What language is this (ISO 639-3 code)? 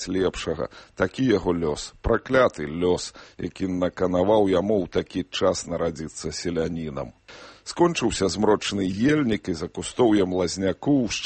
bel